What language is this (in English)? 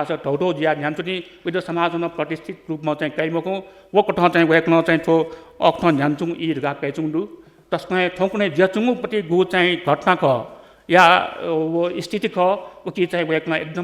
Newari